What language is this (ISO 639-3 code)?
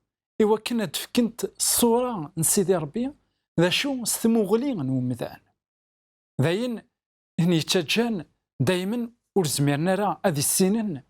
kab